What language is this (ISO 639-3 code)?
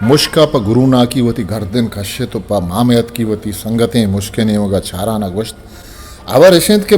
bgp